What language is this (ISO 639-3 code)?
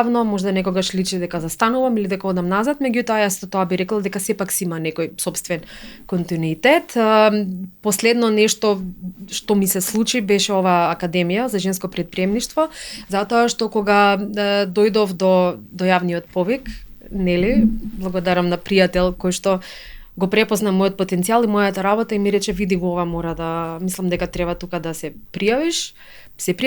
mkd